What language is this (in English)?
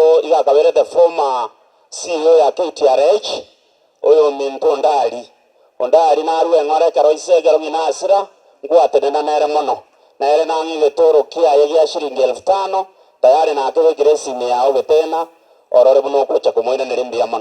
Gusii